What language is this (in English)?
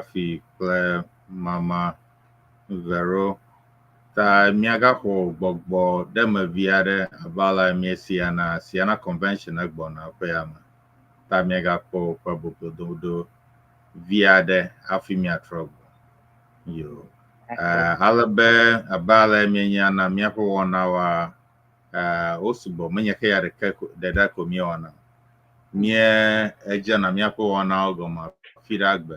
Ewe